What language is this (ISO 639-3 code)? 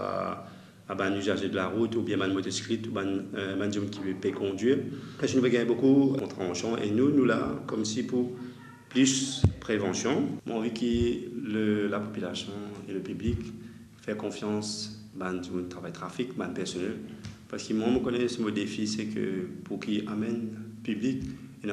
mfe